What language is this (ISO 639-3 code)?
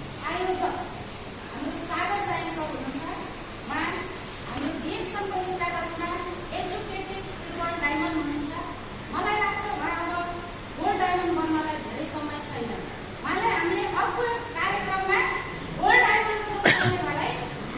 nep